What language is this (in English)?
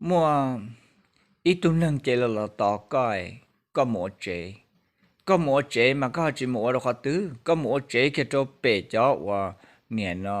Hmong